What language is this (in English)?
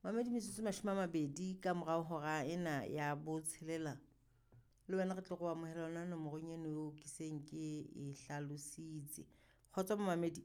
Southern Sotho